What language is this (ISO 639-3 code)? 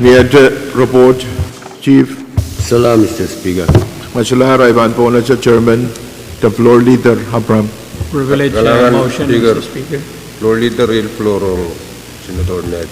pon